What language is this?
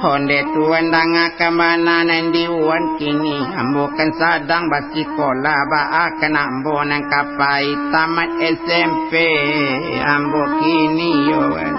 Minangkabau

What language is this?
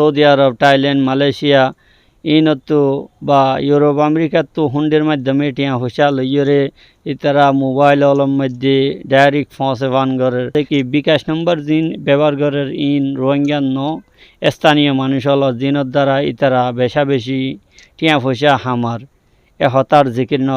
Rohingya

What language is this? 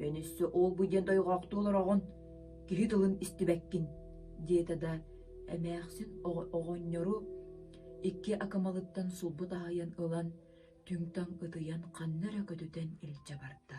Yakut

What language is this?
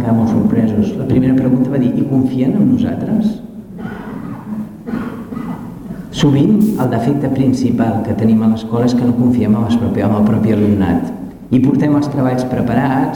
Catalan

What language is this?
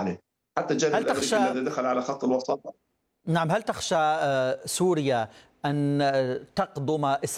Arabic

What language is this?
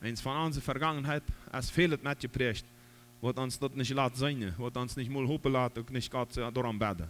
Plautdietsch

